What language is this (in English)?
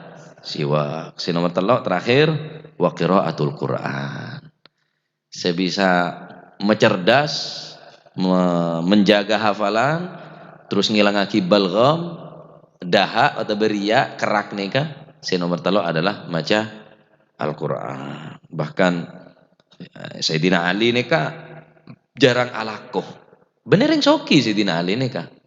Madurese